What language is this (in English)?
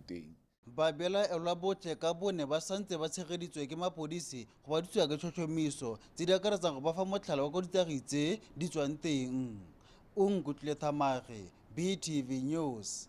Tswana